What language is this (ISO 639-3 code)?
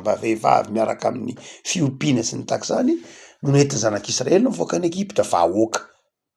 mlg